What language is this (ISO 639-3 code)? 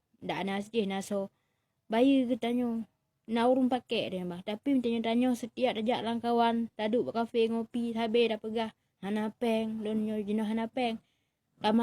ace